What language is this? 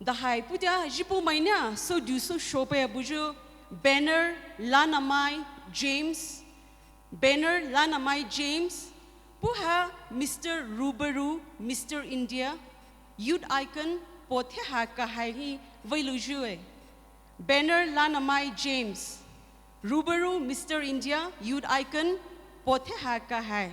Poumei Naga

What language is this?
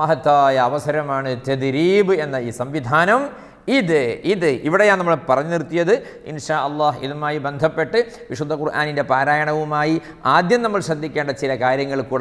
Malayalam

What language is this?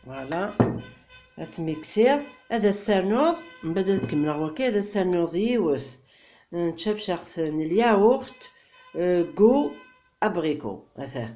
Kabyle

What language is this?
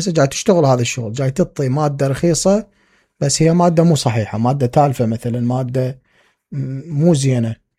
Mesopotamian Arabic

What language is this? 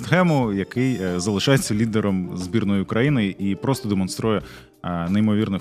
Ukrainian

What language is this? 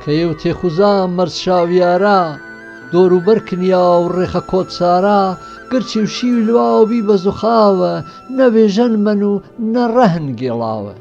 Gurani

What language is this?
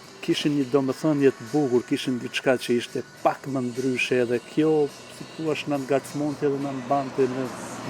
Albanian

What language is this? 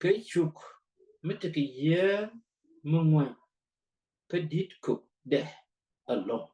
Nuer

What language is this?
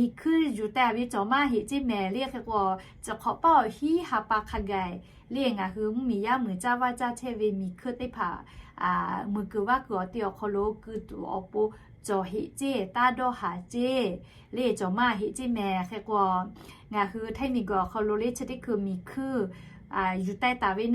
Lahu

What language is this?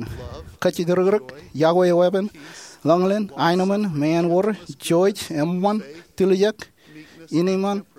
Marshallese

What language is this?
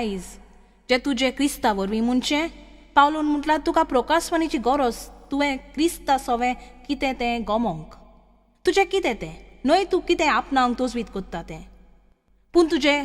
Konkani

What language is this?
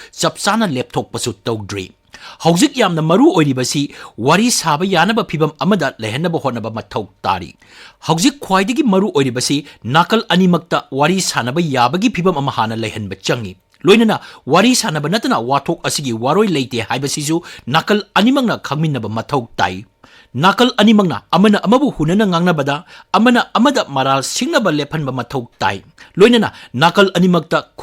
Manipuri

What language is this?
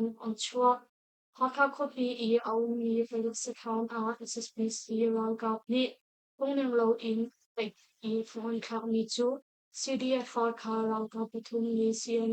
Hakha Chin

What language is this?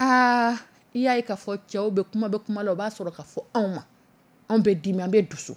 Dyula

